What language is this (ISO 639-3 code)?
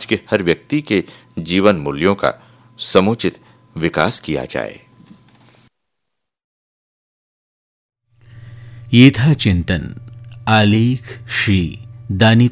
hin